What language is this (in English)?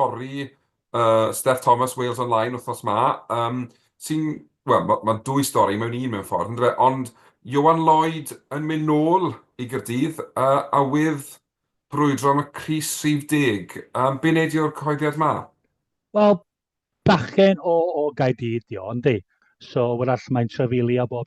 Welsh